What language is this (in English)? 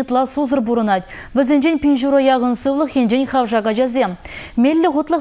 Chuvash